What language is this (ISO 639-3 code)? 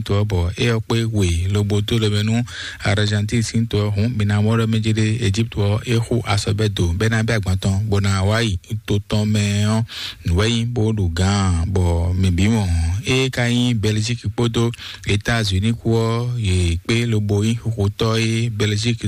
fon